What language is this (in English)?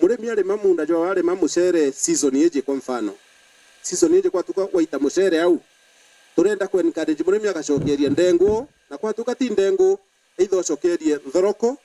Meru